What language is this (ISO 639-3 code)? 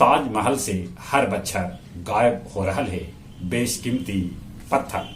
mag